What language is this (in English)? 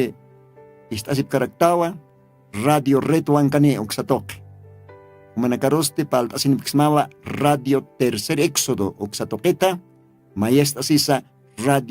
Aymara